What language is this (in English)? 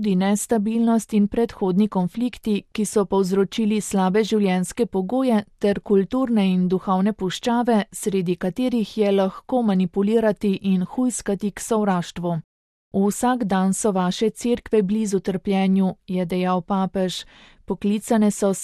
Slovenian